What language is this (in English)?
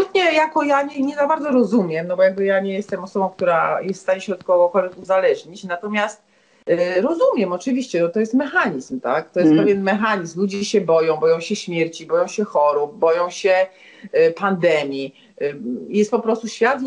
Polish